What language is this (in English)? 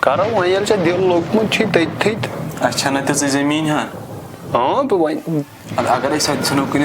Kashmiri